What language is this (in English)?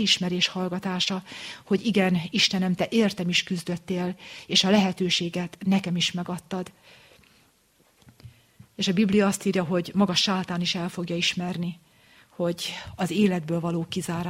Hungarian